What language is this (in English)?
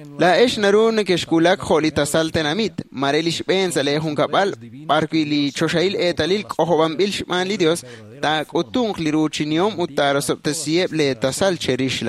Kekchí